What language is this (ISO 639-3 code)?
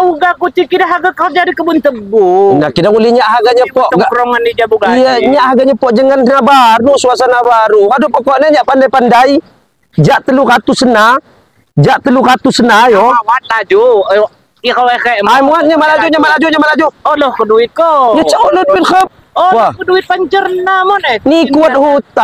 ljp